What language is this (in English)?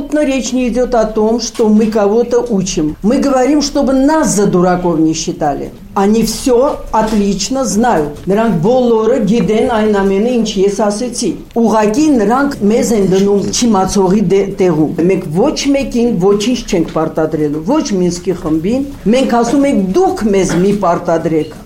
Armenian